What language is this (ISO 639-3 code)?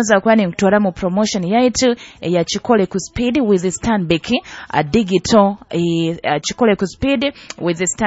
nyo